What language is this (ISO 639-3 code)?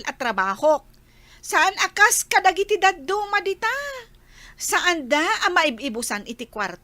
ilo